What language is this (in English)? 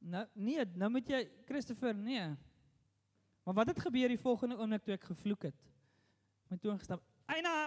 Afrikaans